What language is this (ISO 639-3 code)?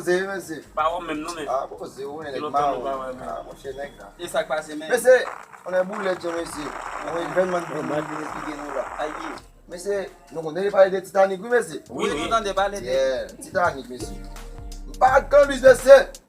hat